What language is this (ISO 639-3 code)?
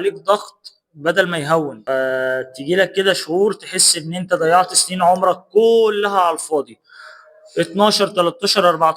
arz